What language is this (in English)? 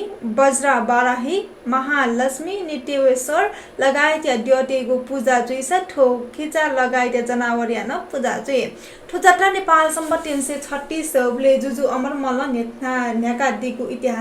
Newari